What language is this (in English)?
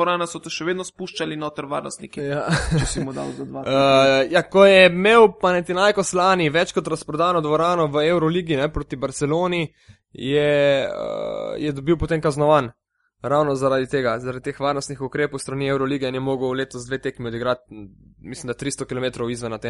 Slovenian